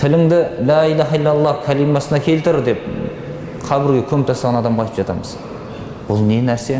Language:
Kazakh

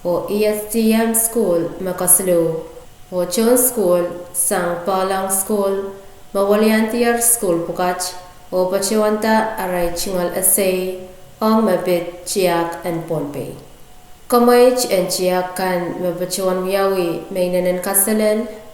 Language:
Pohnpeian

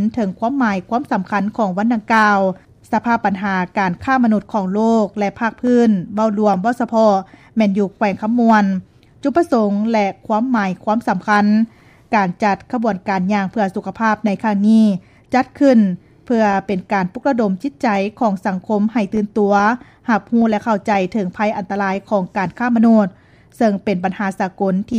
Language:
Lao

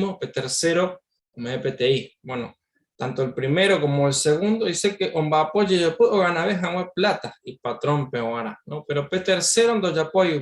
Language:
Guarani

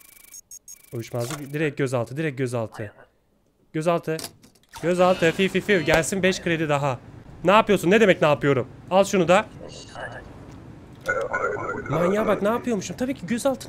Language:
Turkish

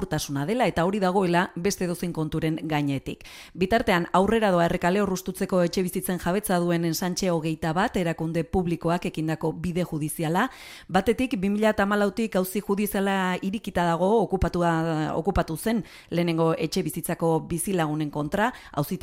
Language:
Basque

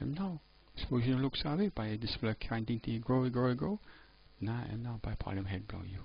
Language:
Tok Pisin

